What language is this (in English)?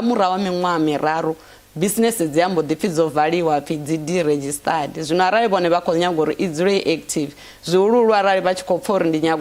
Venda